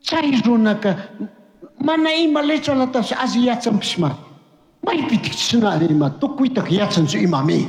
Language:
Chimborazo Highland Quichua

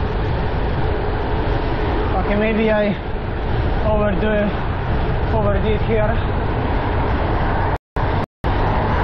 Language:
English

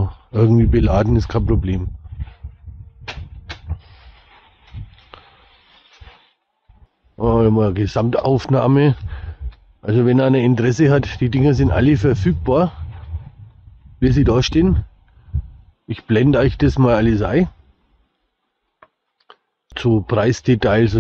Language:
German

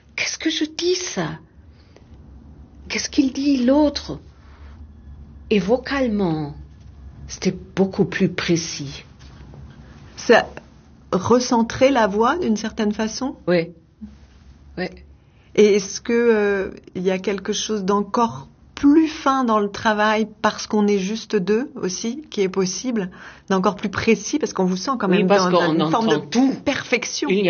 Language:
French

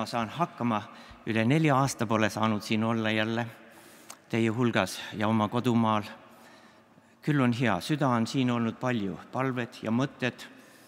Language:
Estonian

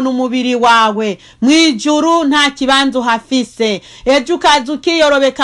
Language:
Rundi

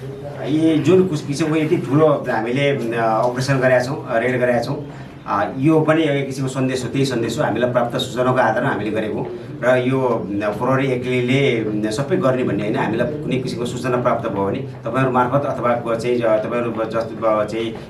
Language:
Nepali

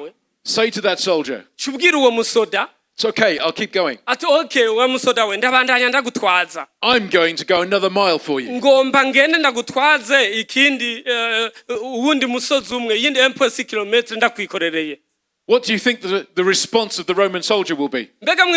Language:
Rundi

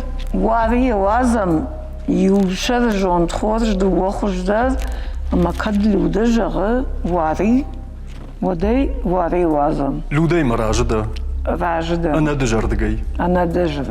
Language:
Ossetic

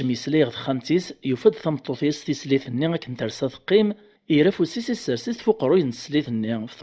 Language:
Kabyle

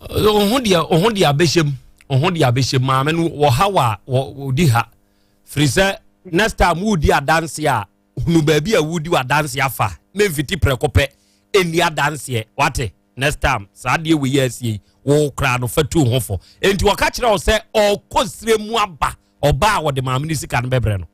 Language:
Akan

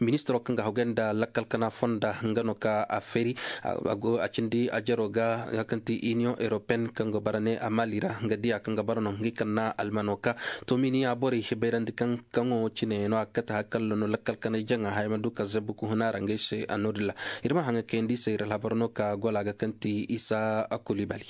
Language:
Koyraboro Senni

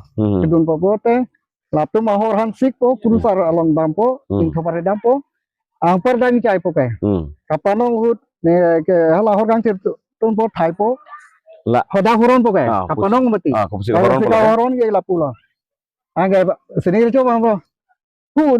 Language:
Karbi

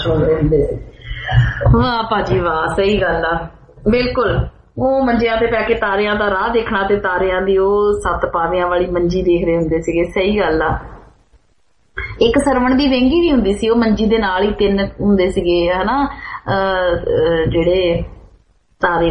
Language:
Punjabi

